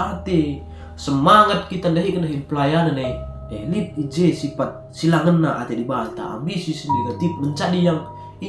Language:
Batak Karo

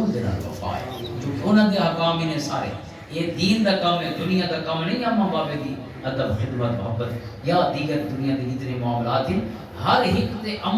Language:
Western Panjabi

